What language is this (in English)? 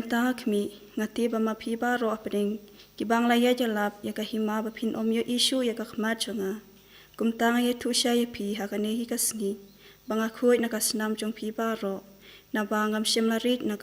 Khasi